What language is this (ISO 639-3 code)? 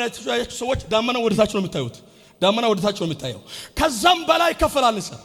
amh